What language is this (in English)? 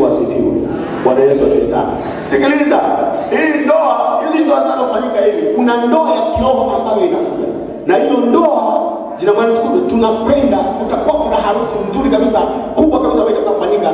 Swahili